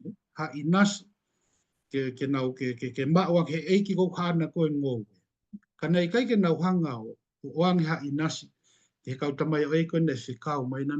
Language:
Tongan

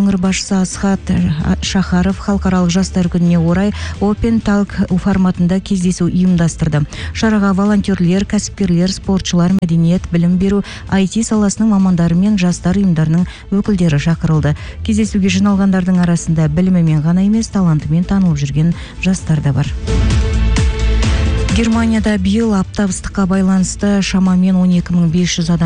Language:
Kazakh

